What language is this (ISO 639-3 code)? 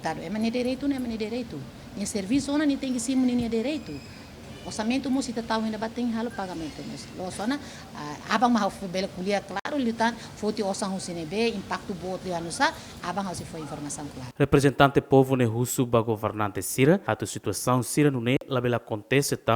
tet